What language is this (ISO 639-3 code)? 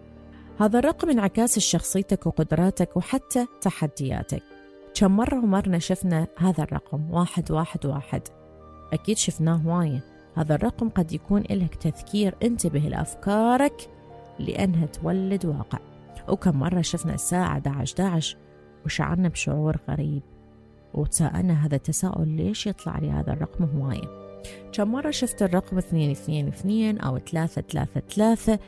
acm